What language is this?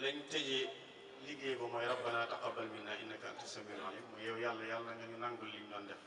Wolof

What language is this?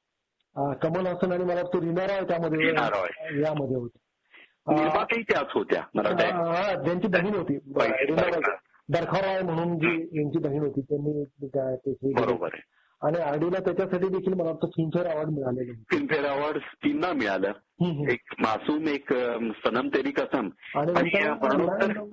Marathi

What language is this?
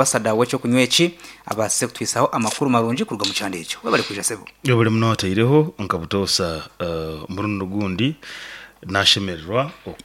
Nyankole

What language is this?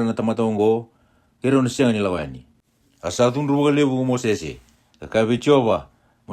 Fijian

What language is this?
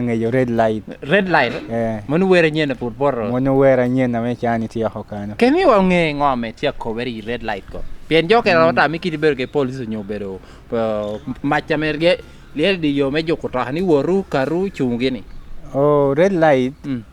Lango (Uganda)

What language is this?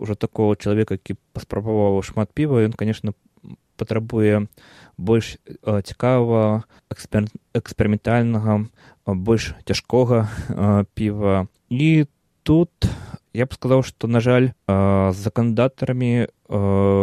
Belarusian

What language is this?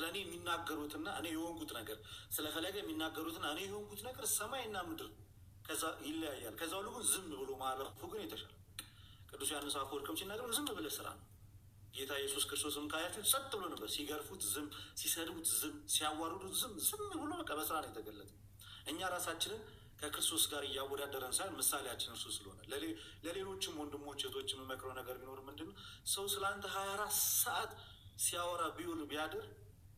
Amharic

